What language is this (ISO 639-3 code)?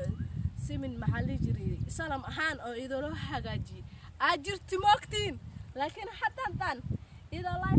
som